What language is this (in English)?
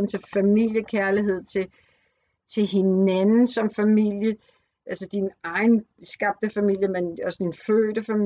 Danish